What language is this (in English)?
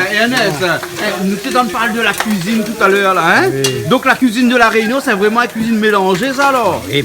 Réunion Creole French